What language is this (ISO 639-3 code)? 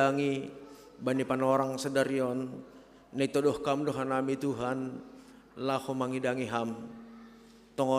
bts